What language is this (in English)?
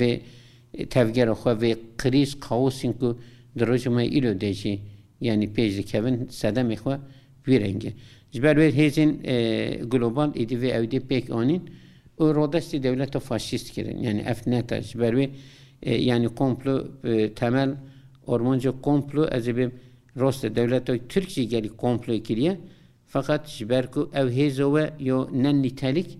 Kurdish